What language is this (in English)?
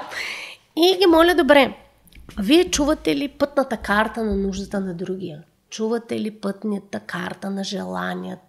Bulgarian